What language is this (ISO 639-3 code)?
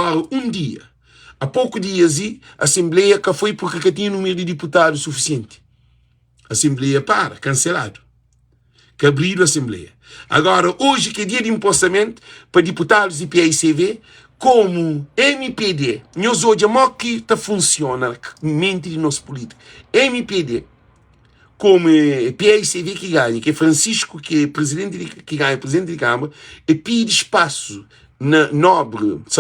kea